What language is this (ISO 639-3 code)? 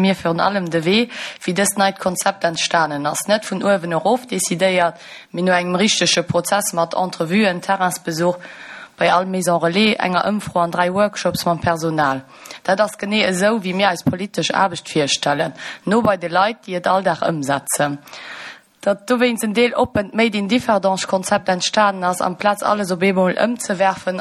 ltz